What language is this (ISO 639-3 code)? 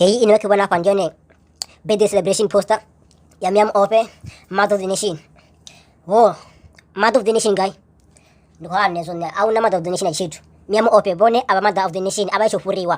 ven